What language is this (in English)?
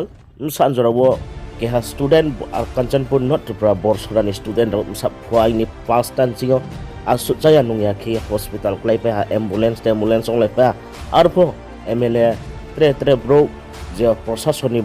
Riang (India)